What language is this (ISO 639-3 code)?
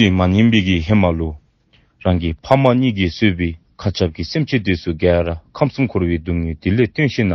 dzo